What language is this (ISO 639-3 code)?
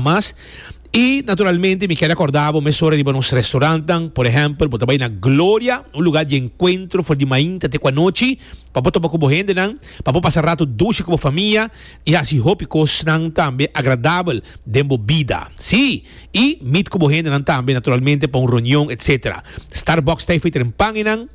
pap